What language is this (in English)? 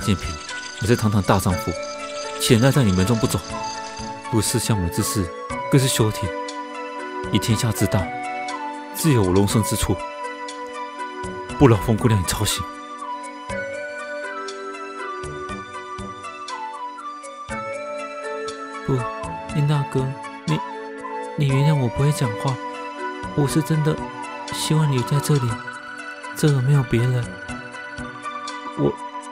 Chinese